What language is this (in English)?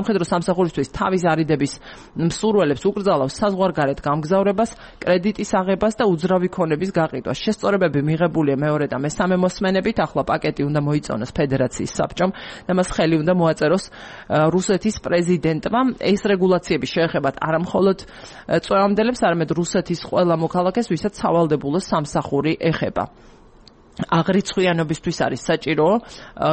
Georgian